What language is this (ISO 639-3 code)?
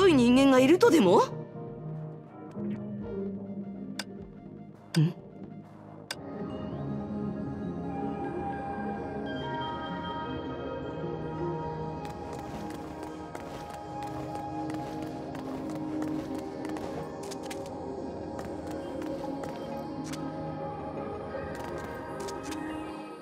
jpn